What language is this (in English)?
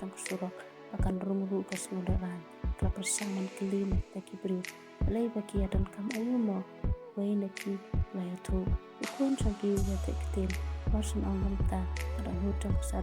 Khasi